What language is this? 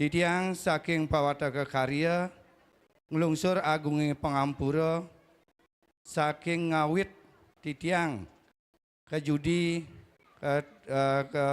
Balinese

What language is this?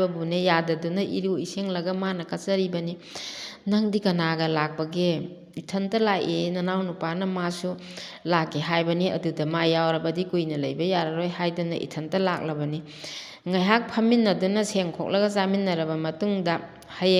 Manipuri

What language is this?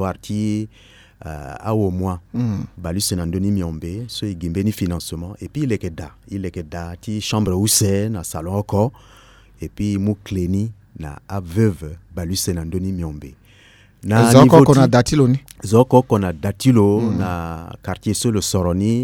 Sango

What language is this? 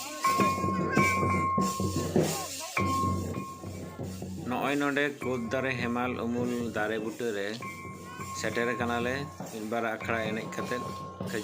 Santali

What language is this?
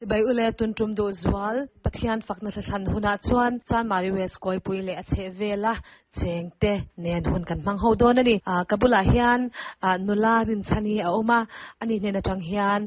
Mizo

